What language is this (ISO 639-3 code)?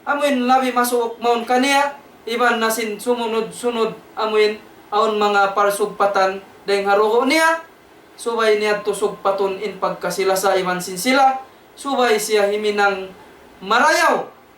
tsg